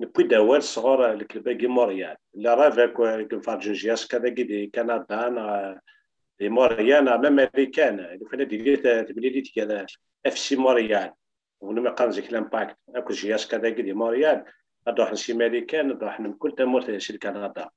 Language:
Kabyle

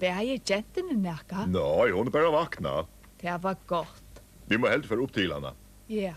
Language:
Faroese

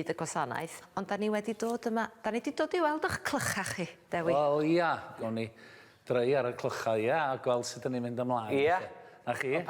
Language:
Welsh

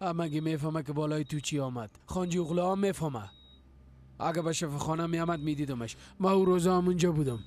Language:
Persian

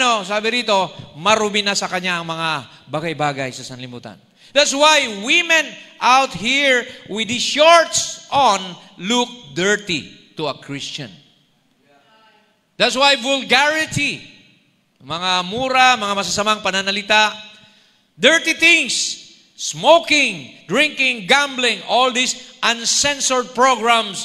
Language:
Filipino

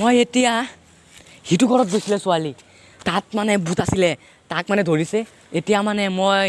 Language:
Assamese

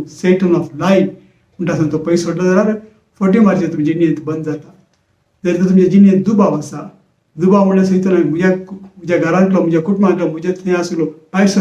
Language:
Konkani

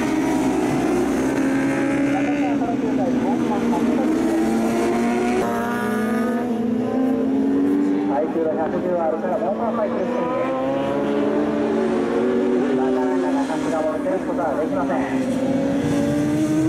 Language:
Japanese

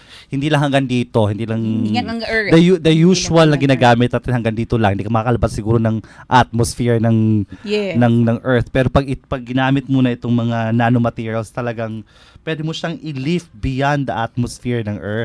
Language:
Filipino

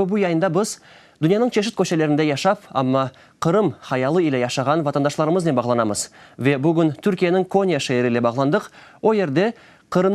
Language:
Crimean Tatar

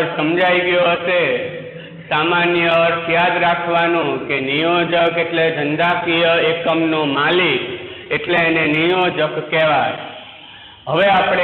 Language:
Gujarati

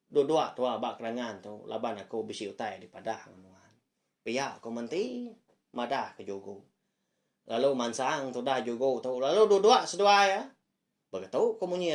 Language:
Iban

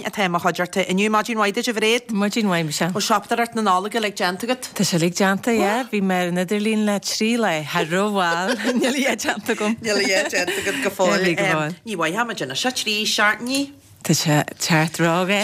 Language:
Irish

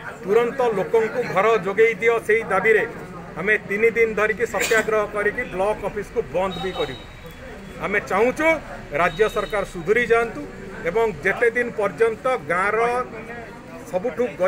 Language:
Odia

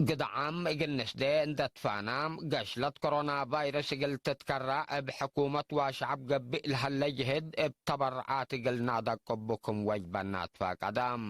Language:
Tigre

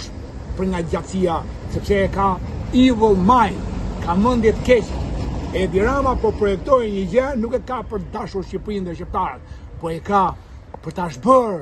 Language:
Albanian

